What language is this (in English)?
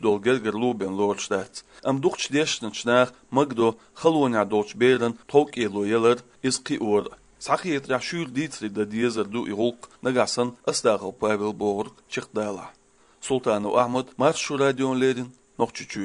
Chechen